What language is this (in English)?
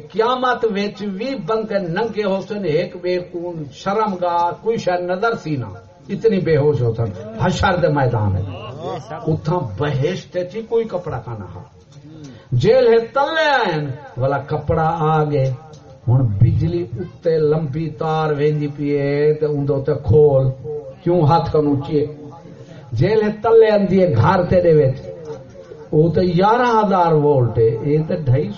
Saraiki